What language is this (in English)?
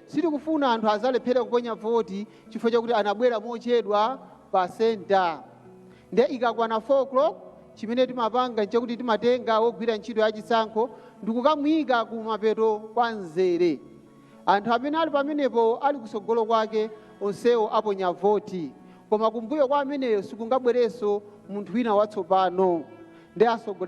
Nyanja